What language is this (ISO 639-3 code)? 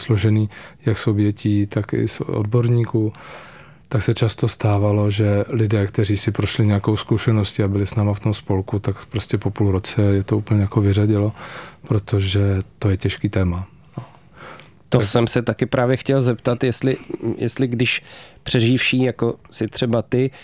ces